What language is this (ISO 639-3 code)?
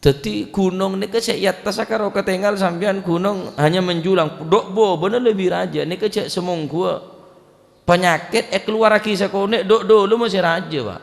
mad